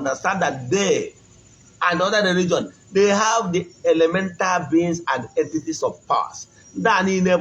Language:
Igbo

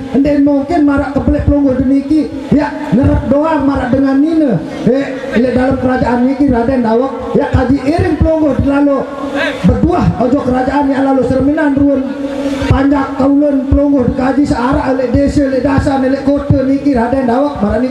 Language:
Sasak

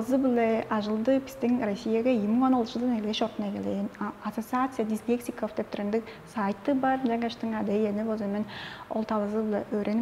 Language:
Tuvinian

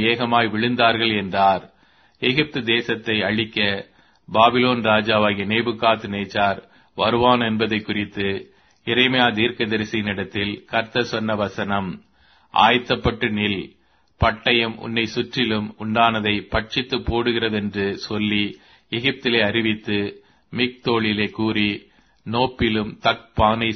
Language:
Tamil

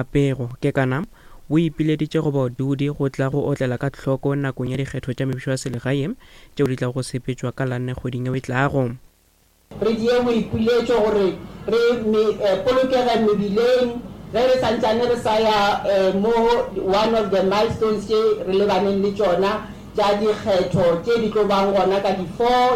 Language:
Northern Sotho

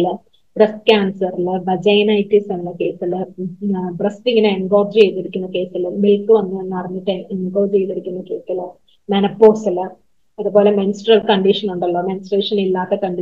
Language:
Malayalam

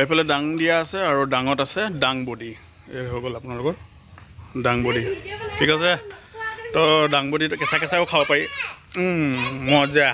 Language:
Assamese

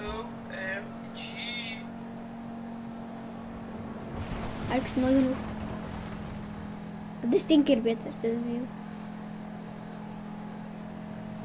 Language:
Dutch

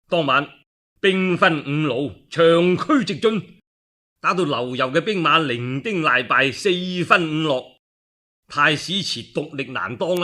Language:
Cantonese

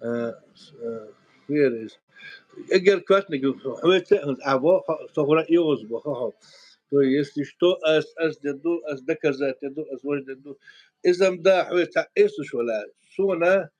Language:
Chechen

